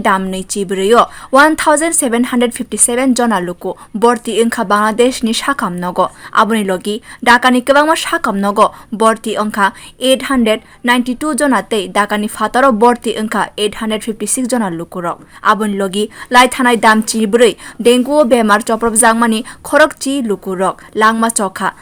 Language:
Kok Borok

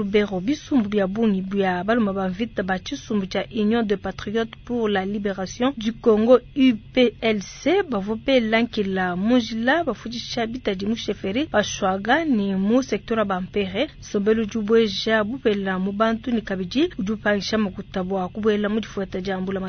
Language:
Luba-Lulua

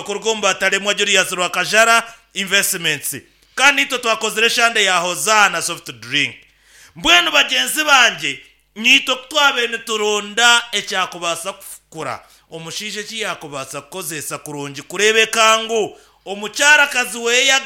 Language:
Nyankole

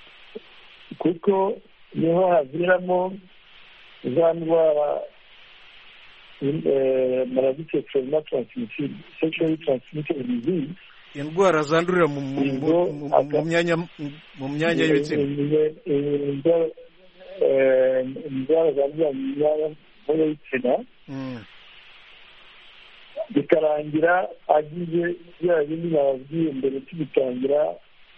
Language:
Kinyarwanda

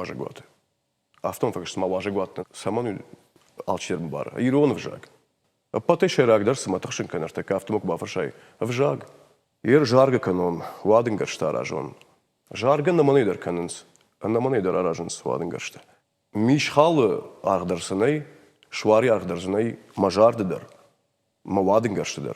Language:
Ossetic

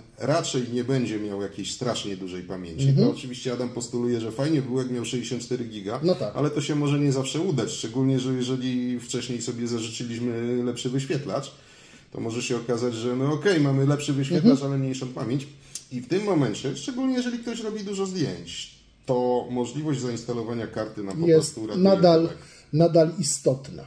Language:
Polish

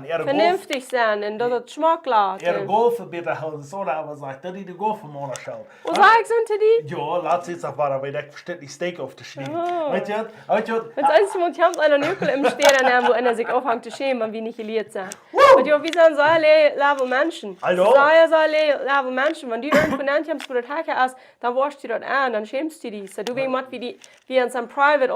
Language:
Plautdietsch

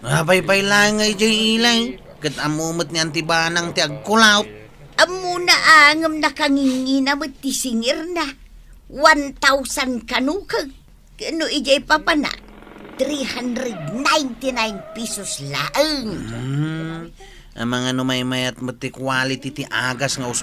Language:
Iloko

